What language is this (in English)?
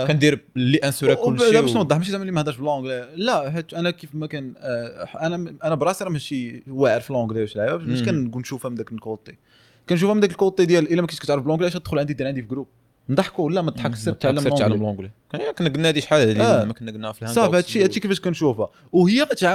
Moroccan Arabic